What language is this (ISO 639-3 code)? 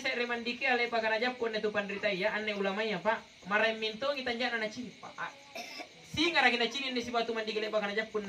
mak